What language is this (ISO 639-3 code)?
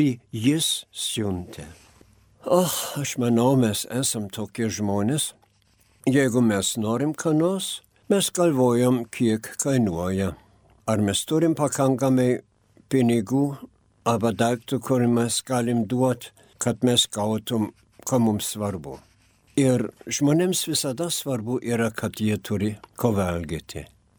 lit